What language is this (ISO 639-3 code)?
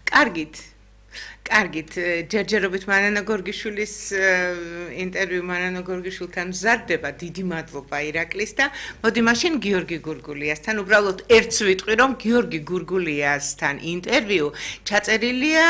kat